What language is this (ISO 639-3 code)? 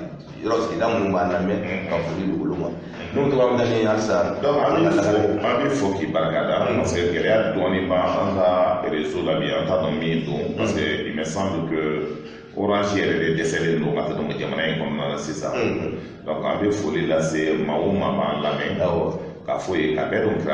bam